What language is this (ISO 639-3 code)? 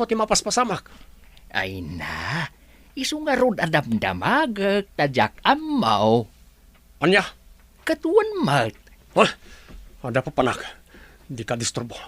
ilo